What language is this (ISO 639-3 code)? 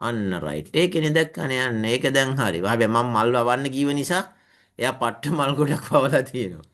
sin